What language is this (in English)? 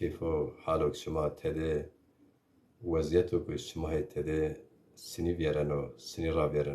Zaza